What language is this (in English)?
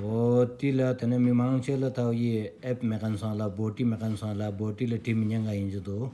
Stod Bhoti